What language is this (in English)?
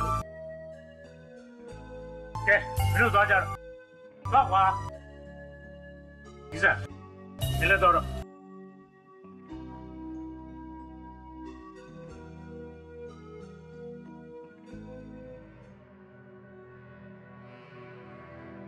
Burmese